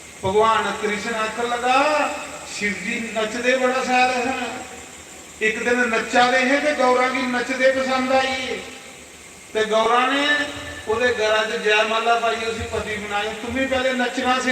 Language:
Dogri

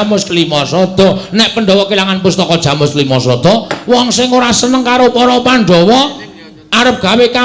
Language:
Javanese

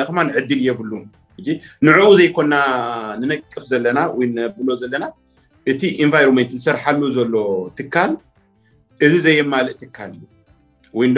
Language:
Tigrinya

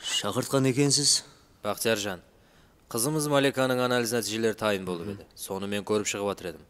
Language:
Kara-Kalpak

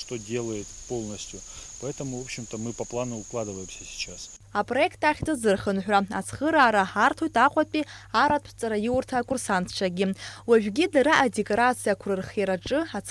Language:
Abkhazian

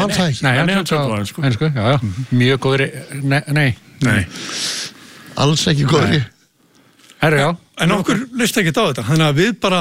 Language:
Icelandic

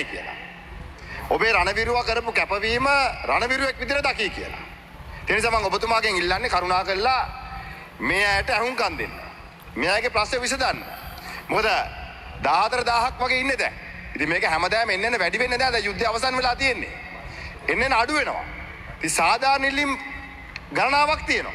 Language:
Sinhala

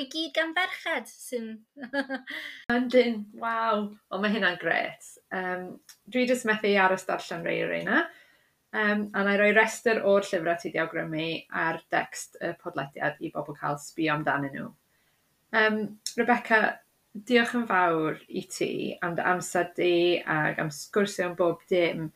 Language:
Welsh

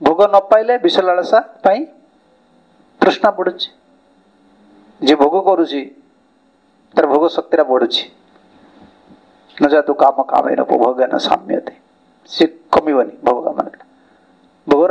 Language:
Odia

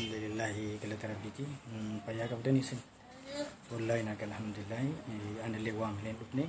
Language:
Oromo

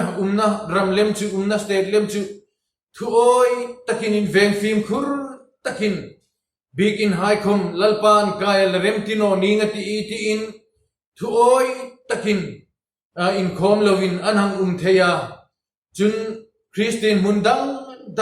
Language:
Hmar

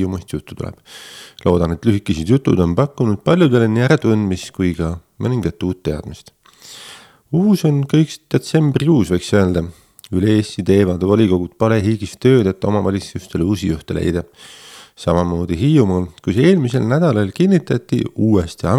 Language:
Estonian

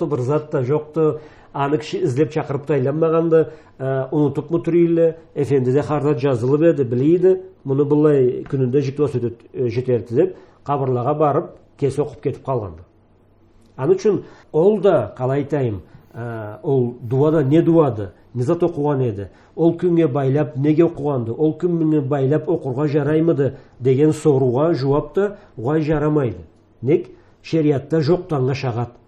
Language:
Karachay-Balkar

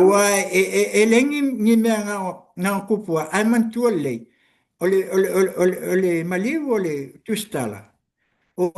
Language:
Samoan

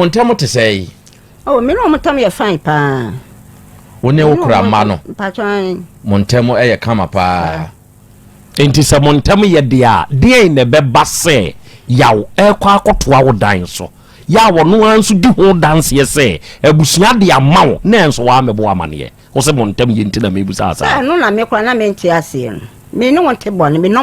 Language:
Akan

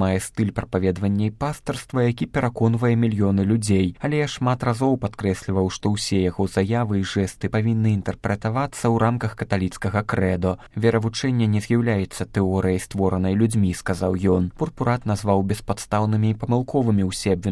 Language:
Belarusian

